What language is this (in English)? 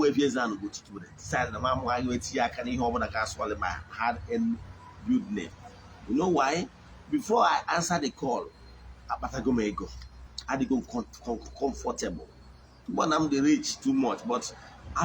Igbo